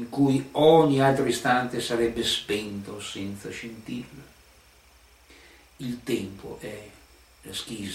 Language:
Italian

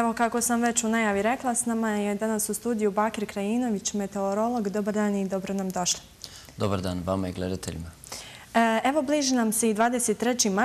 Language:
Bosnian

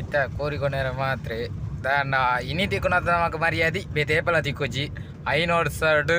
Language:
Tulu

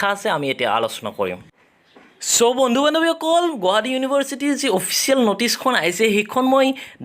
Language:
Assamese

